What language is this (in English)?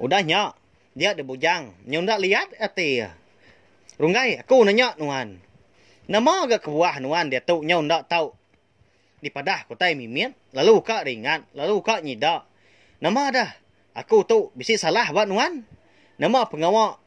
Iban